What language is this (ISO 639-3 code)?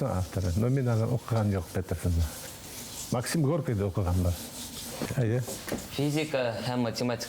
bak